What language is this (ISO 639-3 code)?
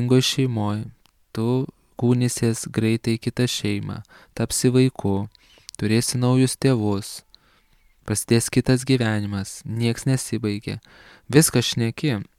lit